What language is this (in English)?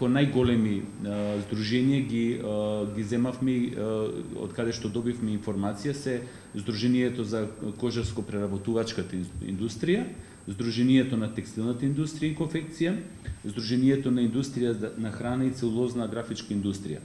Macedonian